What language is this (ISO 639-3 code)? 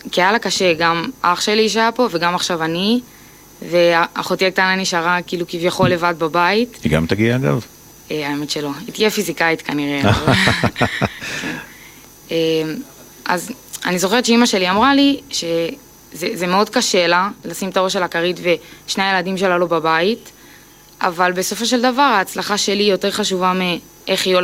heb